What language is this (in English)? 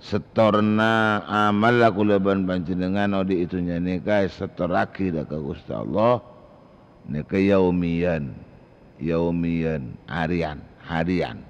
Madurese